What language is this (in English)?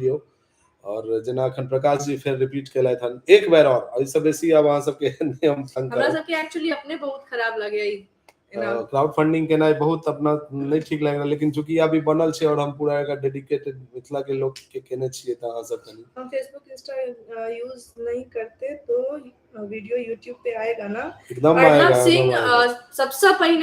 Maithili